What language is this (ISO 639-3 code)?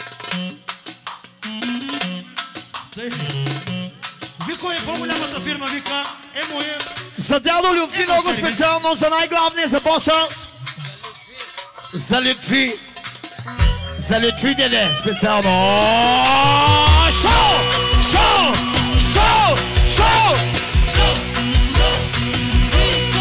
bul